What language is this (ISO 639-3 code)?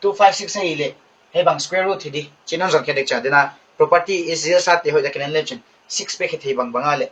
pck